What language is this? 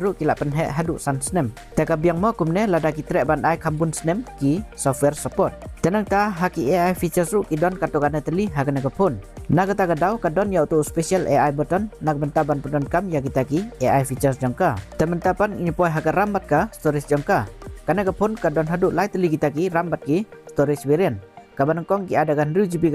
Khasi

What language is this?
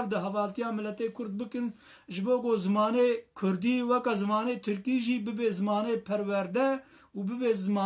Kurdish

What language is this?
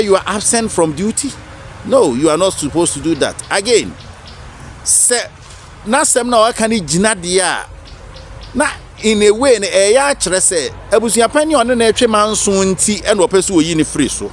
Akan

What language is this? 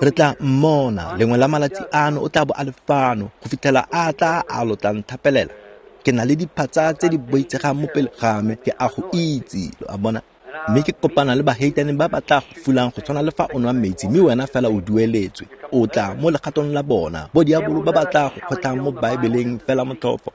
Tswana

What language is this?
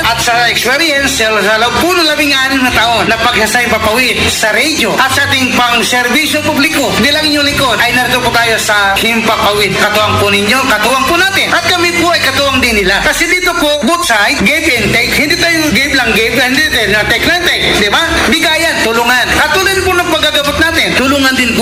Filipino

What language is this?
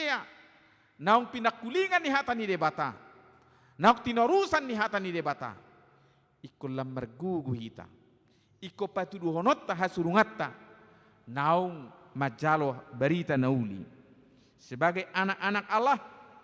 Batak Toba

